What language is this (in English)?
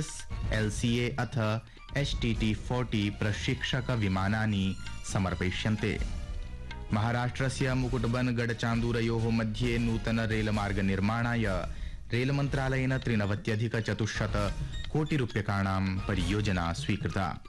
Sanskrit